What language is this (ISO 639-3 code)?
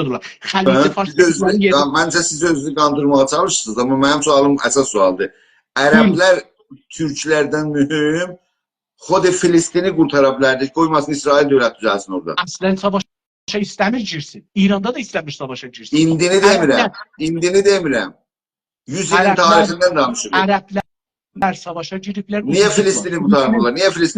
azb